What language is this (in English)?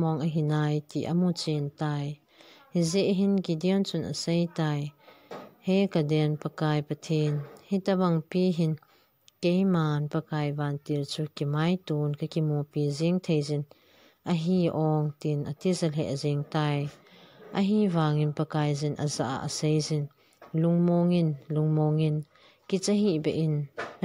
Thado Chin